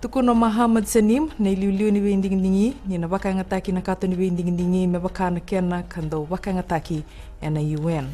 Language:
Fijian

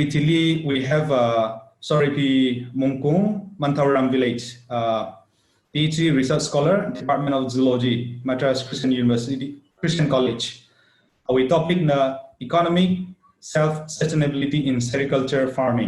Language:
Tangkhul Naga (India)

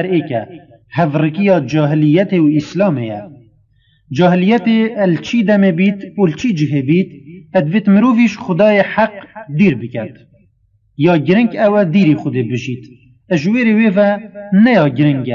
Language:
Kurdish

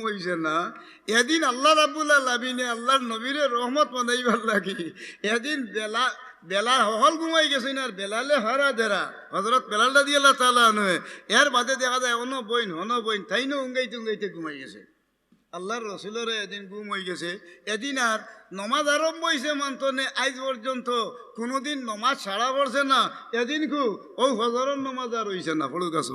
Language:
Sylheti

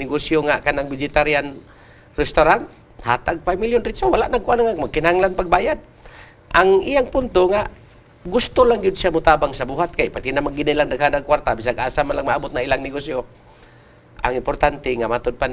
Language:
Cebuano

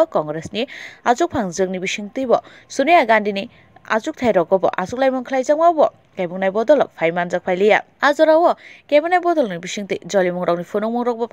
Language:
Kok Borok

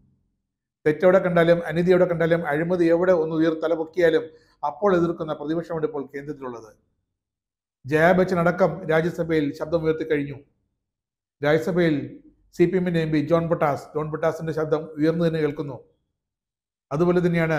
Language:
Malayalam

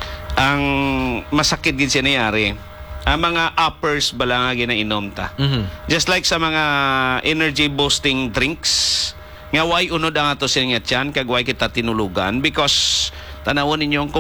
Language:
Hiligaynon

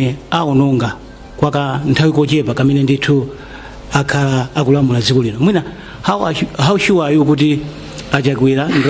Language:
Nyanja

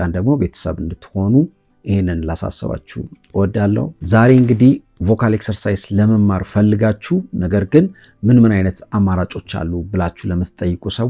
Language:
Amharic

